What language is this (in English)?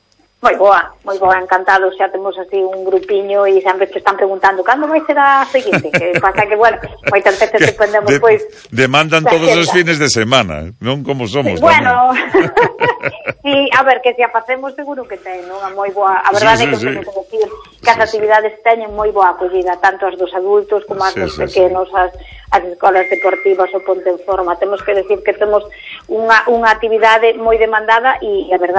Galician